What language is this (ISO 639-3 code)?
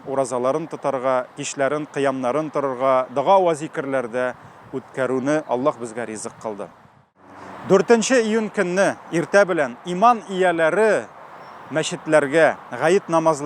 tat